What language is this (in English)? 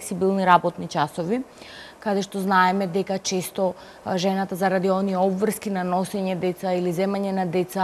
Macedonian